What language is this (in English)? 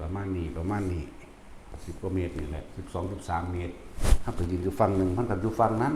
Northeastern Thai